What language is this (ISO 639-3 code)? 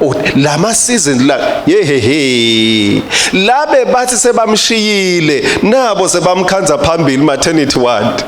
ssw